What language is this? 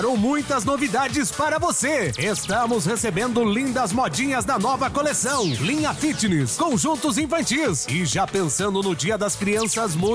Portuguese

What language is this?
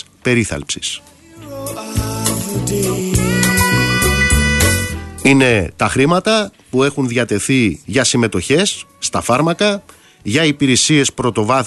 Greek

